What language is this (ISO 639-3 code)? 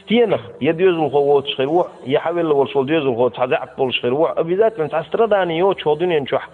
che